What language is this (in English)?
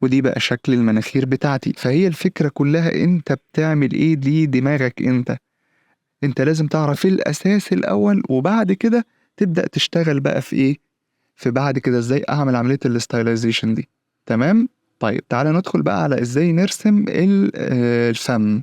Egyptian Arabic